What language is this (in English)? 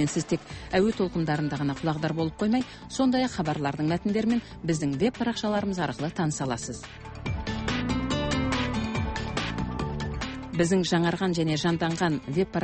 Kazakh